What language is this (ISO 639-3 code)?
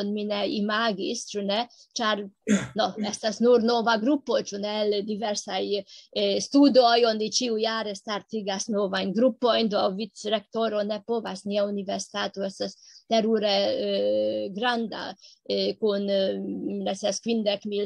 epo